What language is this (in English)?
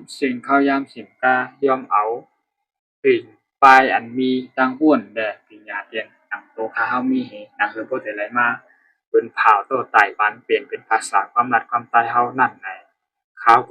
Shan